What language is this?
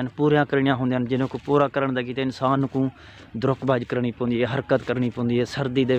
Saraiki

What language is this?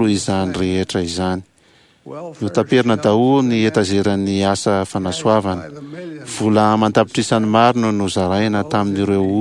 Malagasy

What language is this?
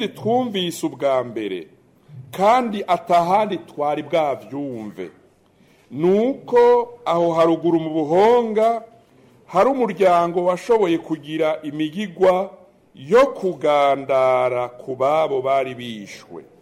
Rundi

